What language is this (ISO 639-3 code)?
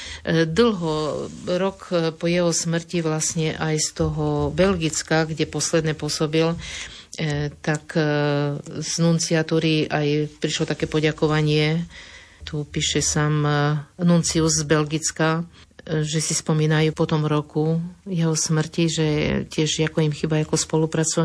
slk